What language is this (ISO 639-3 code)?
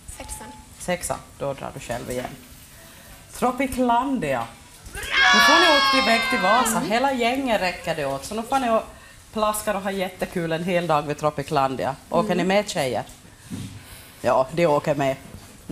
swe